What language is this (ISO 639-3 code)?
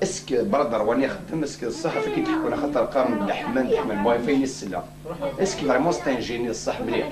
kab